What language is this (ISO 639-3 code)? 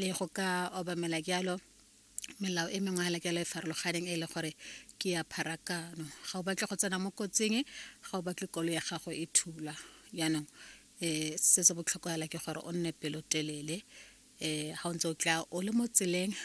tsn